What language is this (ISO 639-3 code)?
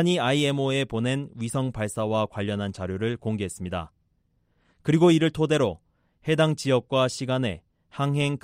kor